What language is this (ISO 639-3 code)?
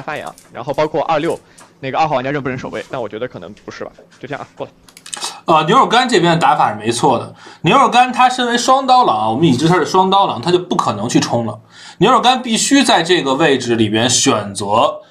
zho